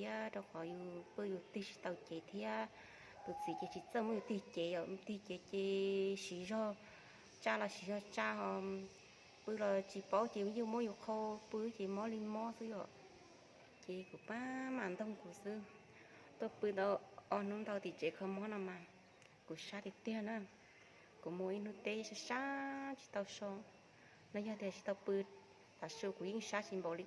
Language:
Hmong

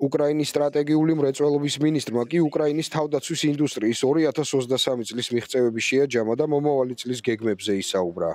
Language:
Georgian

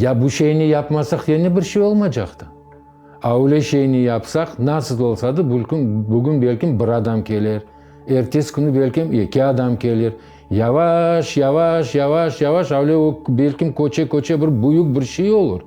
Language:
Crimean Tatar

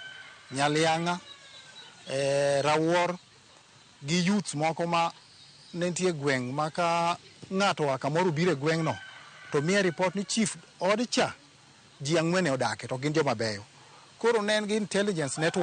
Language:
Luo (Kenya and Tanzania)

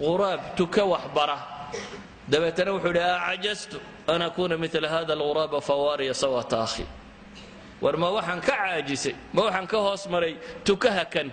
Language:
Somali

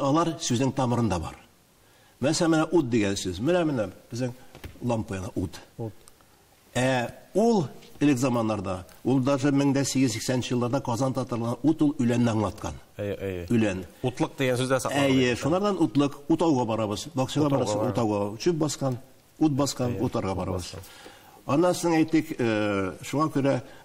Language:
Tatar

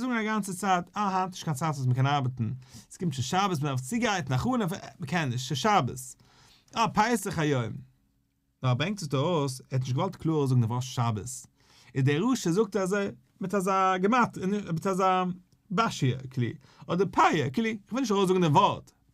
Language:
Yiddish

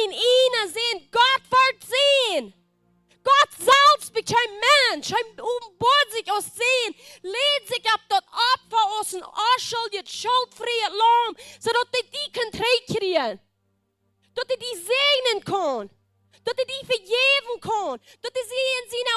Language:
Plautdietsch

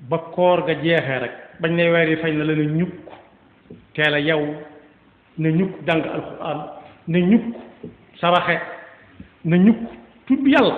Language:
Wolof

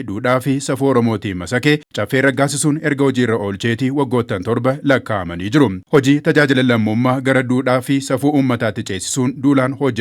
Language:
Oromo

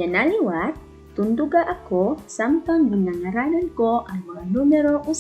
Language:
Waray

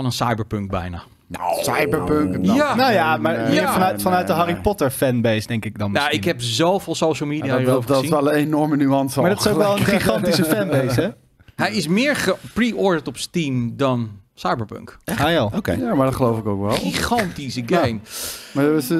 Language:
Dutch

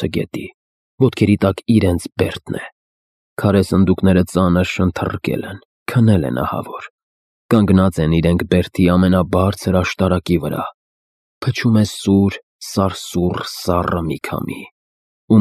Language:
Armenian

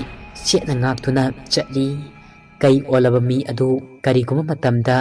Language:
Manipuri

